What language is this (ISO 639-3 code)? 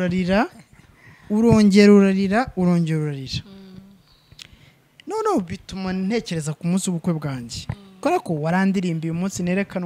kin